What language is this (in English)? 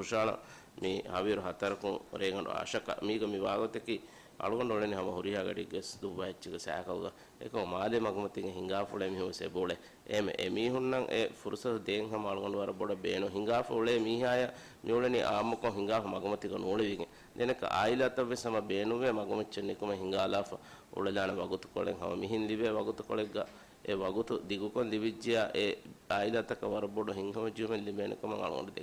Divehi